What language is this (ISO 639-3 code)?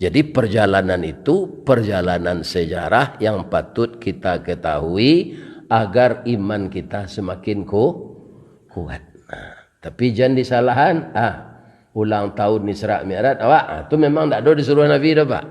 min